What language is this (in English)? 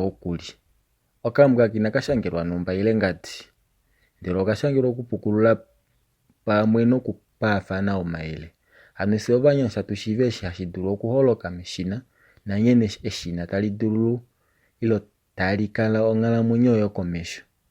Kuanyama